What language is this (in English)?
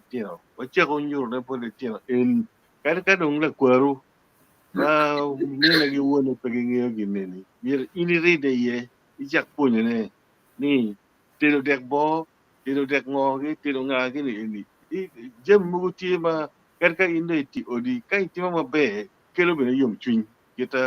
Acoli